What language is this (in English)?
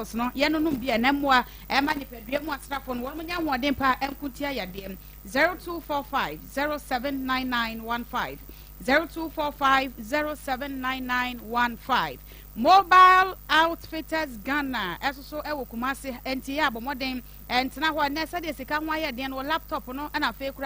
Akan